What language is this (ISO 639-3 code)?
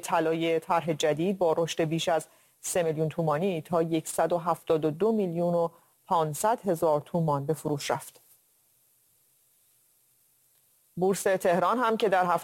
fas